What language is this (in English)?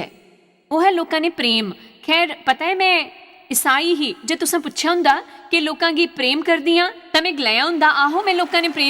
Dogri